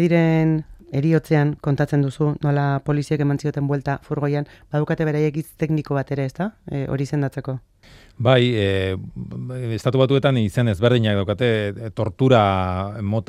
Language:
Basque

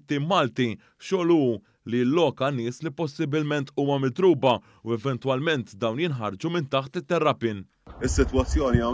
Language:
Maltese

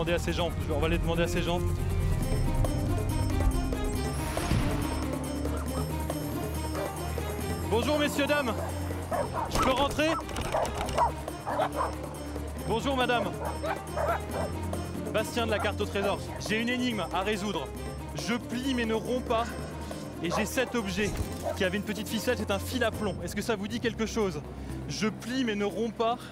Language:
French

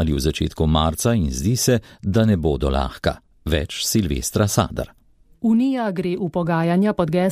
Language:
Slovenian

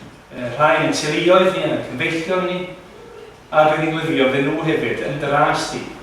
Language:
Welsh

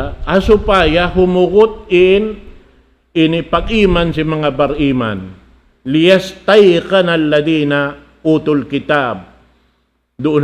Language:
Tausug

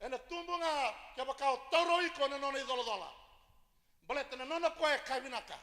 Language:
Fijian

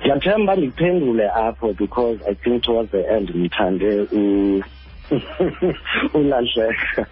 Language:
Xhosa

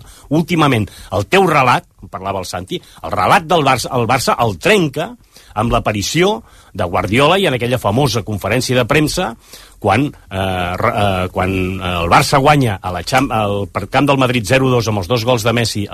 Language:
Catalan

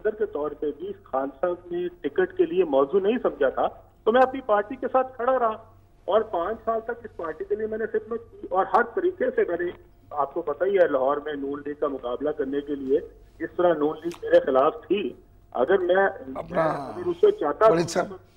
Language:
Urdu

